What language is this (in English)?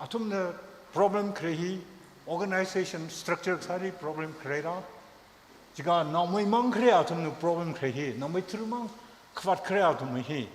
Tangkhul Naga (India)